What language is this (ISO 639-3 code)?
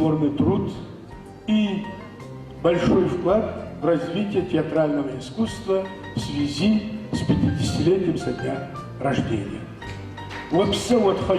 ady